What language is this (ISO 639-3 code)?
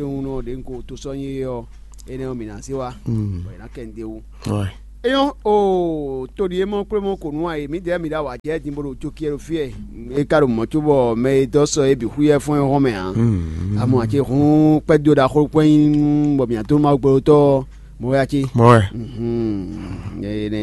fon